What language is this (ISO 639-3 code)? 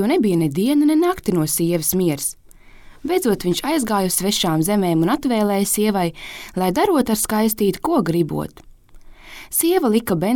lav